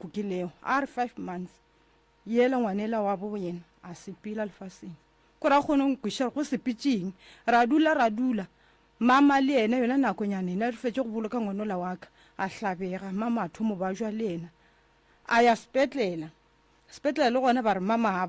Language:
Northern Sotho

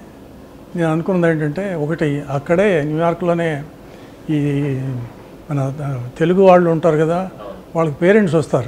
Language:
Telugu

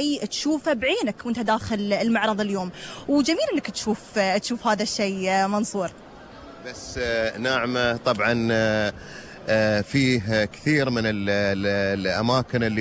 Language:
Gulf Arabic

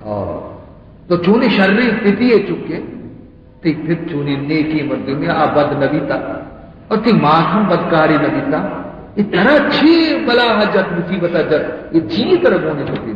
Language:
Baluchi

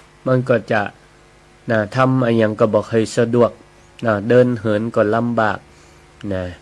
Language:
Northern Thai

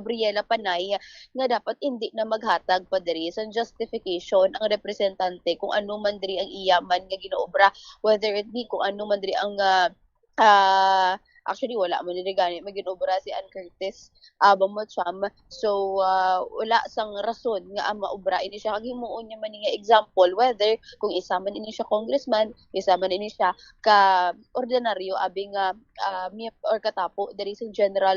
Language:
Hiligaynon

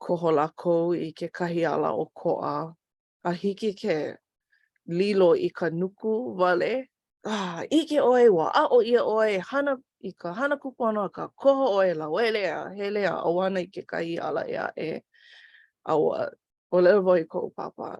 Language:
Hawaiian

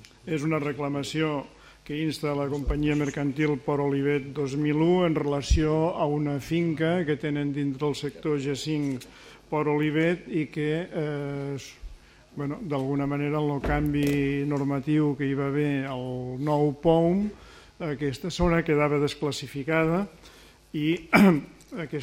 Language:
Catalan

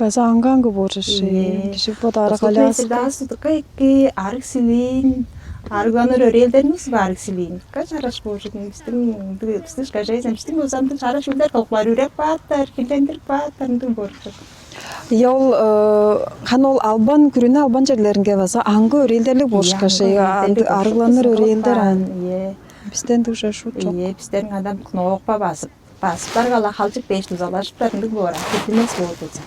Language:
Tuvinian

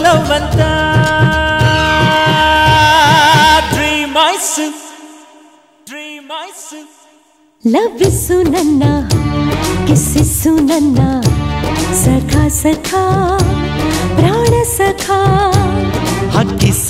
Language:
Kannada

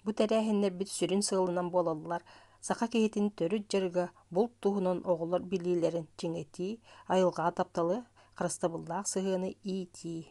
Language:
Yakut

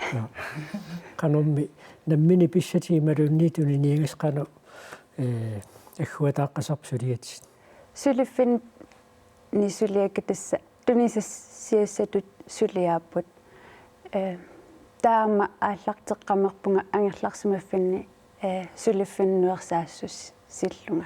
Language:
Kalaallisut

